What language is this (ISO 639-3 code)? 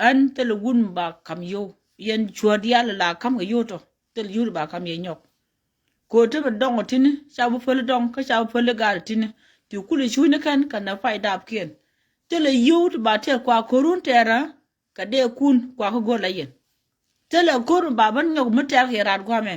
nus